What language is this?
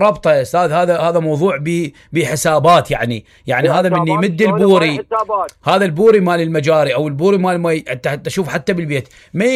Mesopotamian Arabic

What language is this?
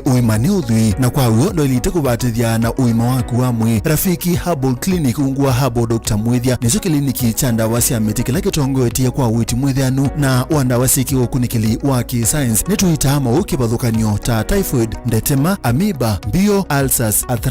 Kamba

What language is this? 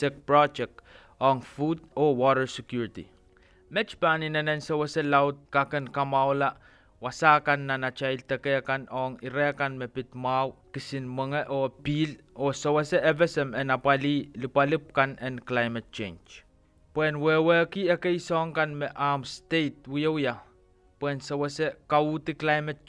Pohnpeian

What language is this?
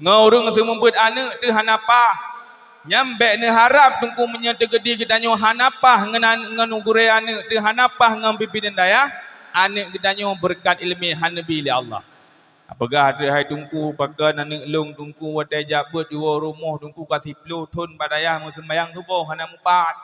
Achinese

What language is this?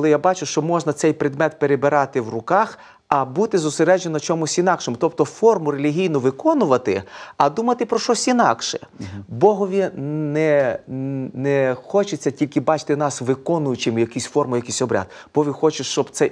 Ukrainian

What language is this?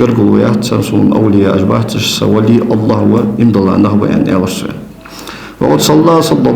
Ingush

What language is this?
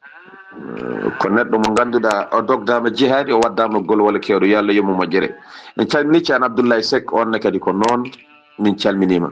Fula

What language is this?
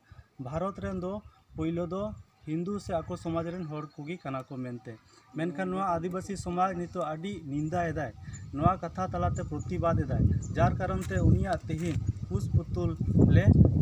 Santali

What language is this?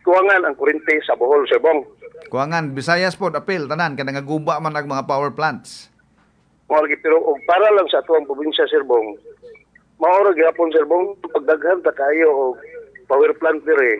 Cebuano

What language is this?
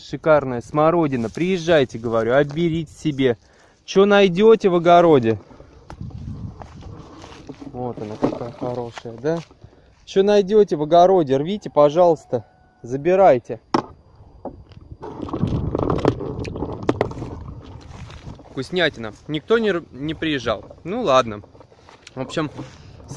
Russian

